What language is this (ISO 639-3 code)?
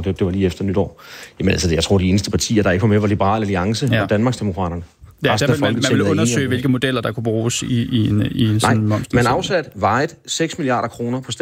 dan